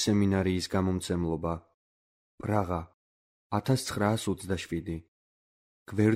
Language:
Georgian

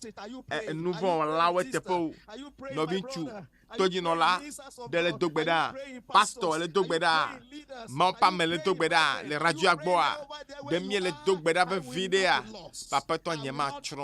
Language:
Ewe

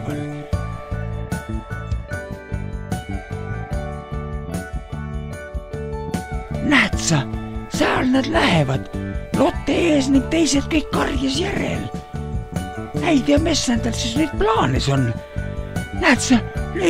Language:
Estonian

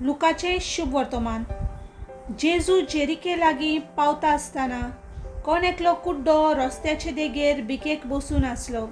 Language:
Konkani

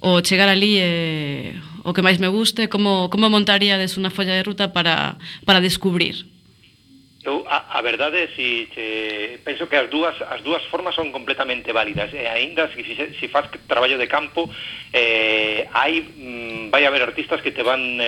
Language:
Galician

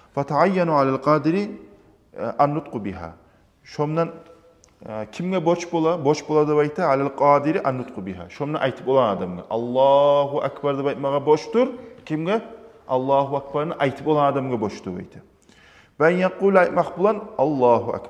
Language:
Kumyk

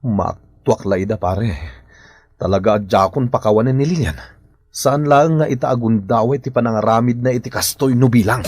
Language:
Iloko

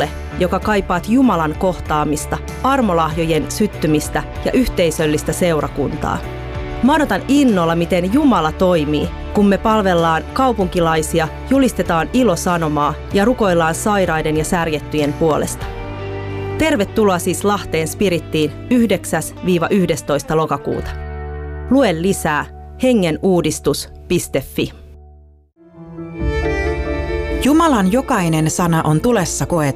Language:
Finnish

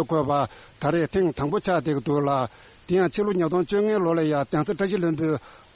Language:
Tibetan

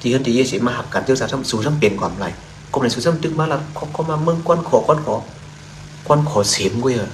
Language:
Shan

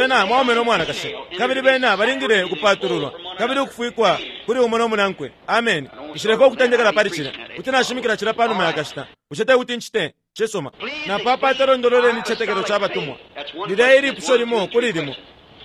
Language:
Bemba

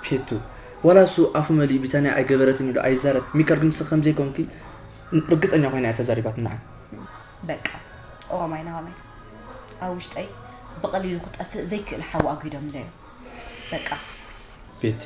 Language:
Tigrinya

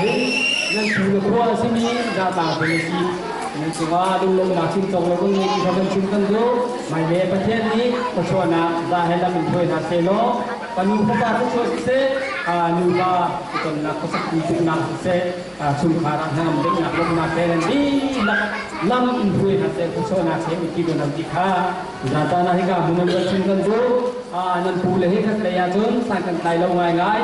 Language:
Hakha Chin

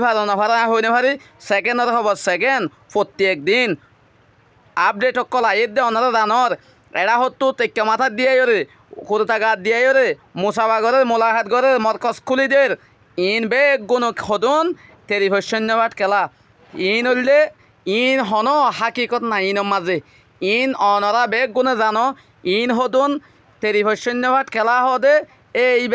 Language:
Rohingya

